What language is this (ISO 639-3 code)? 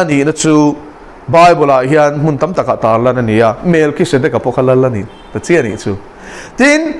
lus